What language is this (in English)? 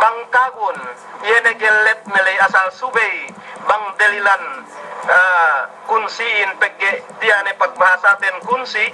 Yakan